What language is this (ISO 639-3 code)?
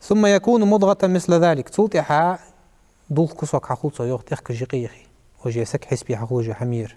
inh